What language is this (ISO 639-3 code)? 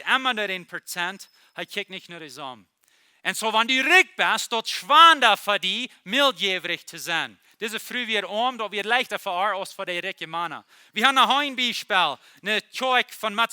pdt